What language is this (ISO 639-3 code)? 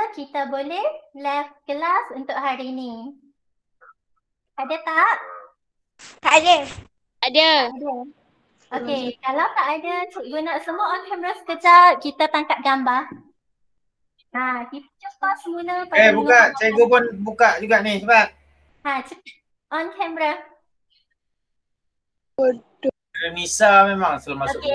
msa